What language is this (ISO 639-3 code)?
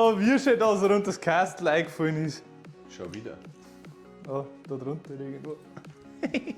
bar